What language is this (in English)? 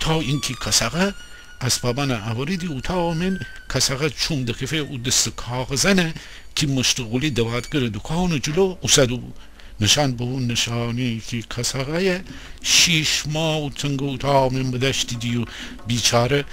Gilaki